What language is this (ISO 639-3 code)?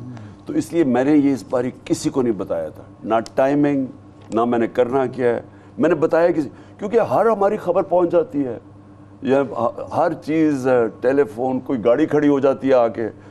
urd